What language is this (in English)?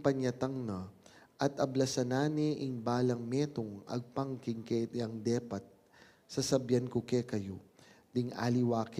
Pampanga